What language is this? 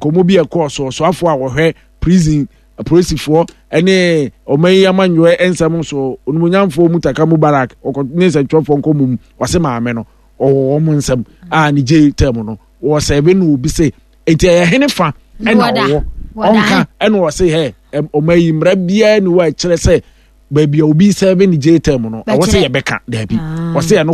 Akan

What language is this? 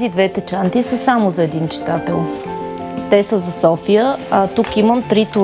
Bulgarian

